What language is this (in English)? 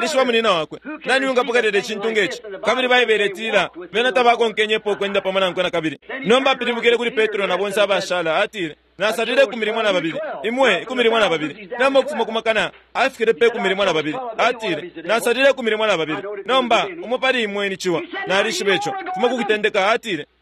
Bemba